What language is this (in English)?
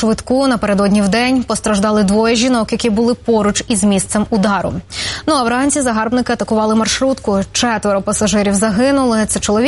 Ukrainian